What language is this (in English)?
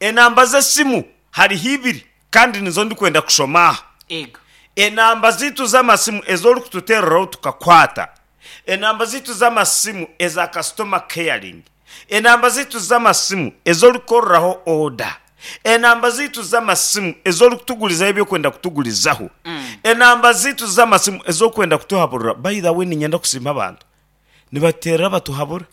Nyankole